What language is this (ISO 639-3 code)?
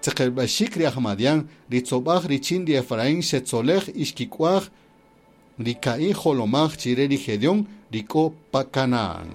cak